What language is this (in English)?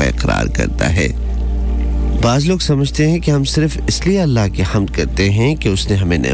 Urdu